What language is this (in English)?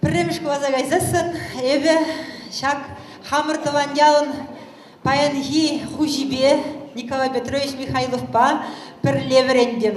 Chuvash